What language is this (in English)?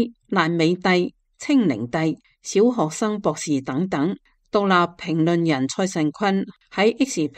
Cantonese